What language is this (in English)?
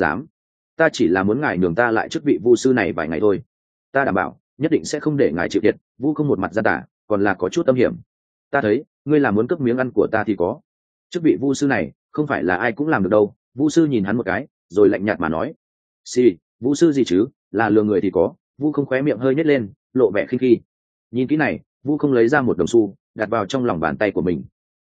Vietnamese